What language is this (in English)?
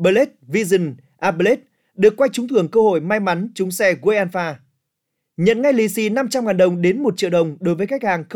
Vietnamese